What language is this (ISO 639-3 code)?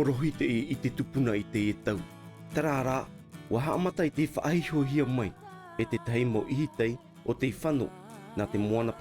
tah